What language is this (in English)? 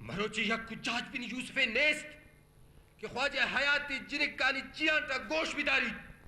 Eastern Balochi